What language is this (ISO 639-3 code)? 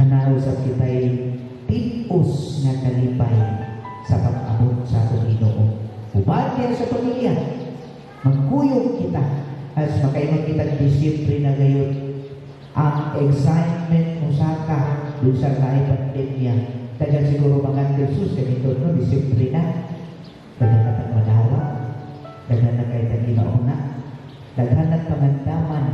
ceb